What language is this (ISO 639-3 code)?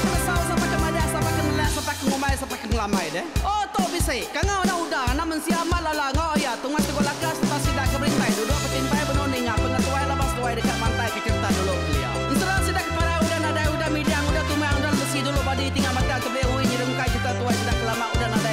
iba